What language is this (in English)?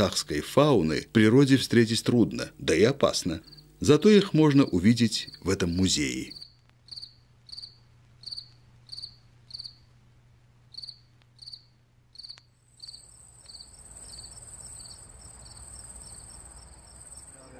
Russian